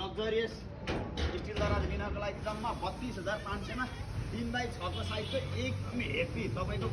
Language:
Nepali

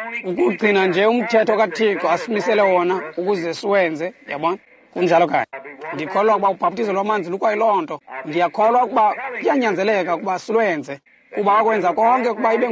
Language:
Xhosa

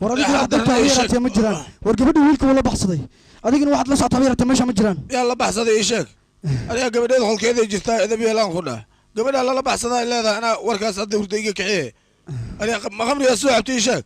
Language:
Somali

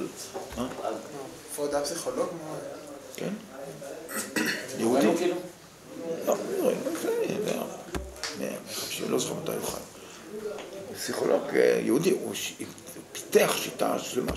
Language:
Hebrew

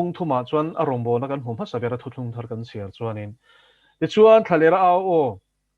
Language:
Mizo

